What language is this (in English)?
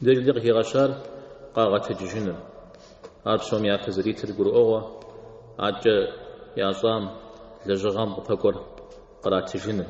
Kabardian